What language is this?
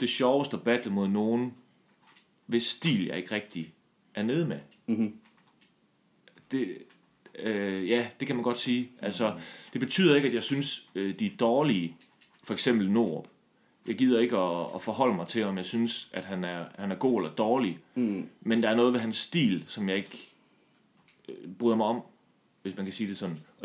Danish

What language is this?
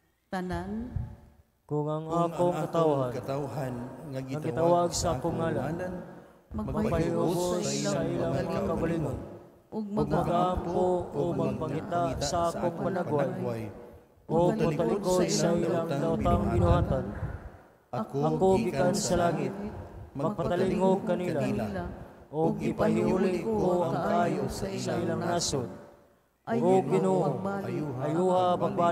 Cebuano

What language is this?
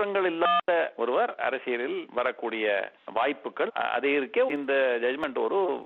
Tamil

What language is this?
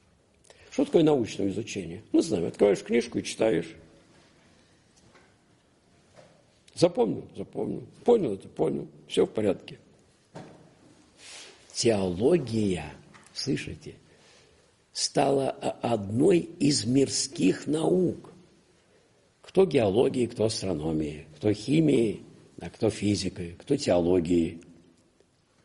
Russian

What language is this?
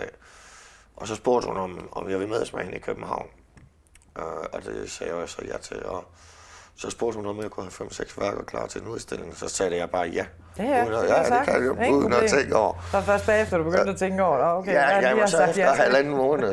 Danish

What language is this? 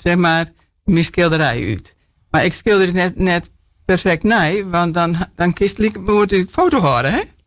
Western Frisian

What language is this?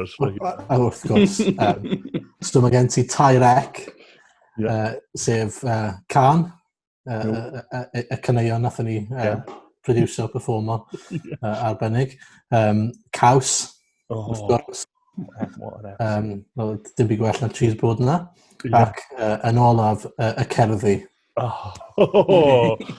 Welsh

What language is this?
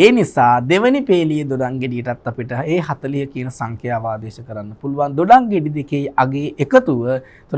Sinhala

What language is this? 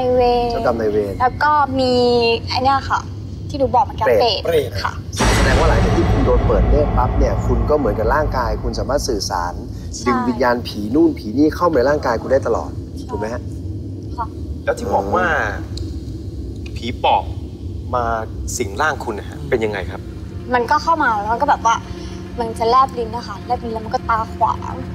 Thai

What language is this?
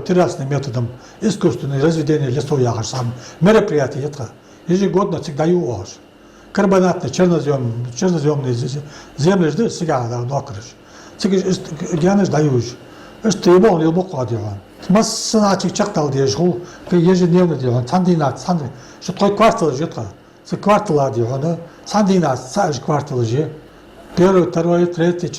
Ingush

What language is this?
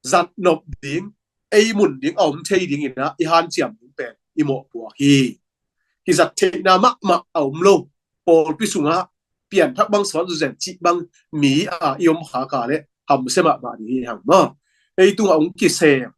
Tedim Chin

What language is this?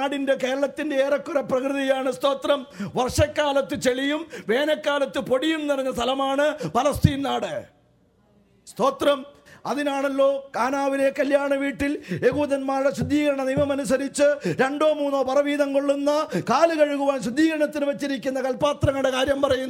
Malayalam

